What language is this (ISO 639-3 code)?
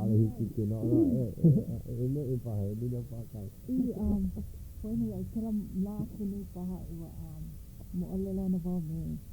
haw